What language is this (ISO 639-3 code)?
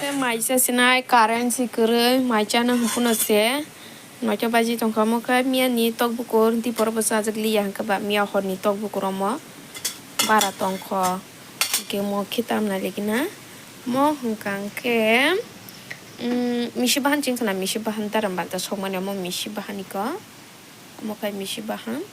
trp